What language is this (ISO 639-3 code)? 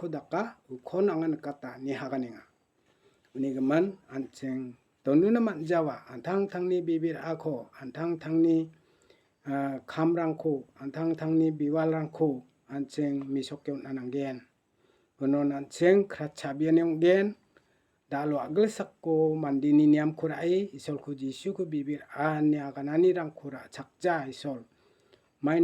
grt